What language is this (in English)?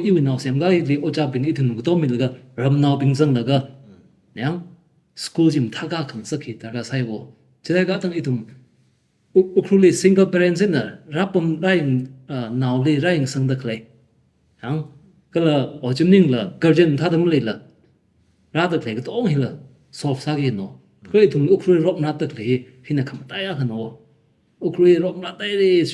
Tangkhul Naga (India)